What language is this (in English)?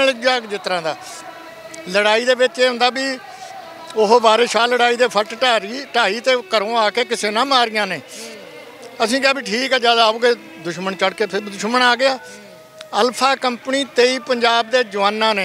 Punjabi